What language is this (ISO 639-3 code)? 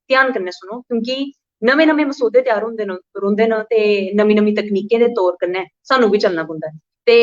doi